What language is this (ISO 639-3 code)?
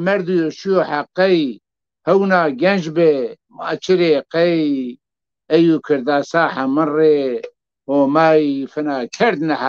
zza